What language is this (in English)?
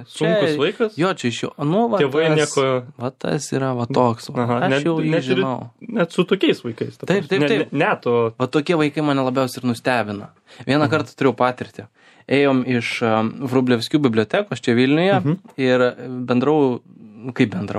Lithuanian